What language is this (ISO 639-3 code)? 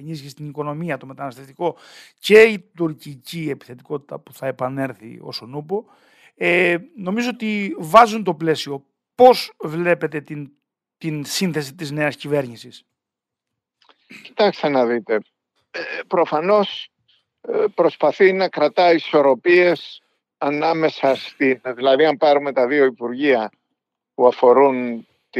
ell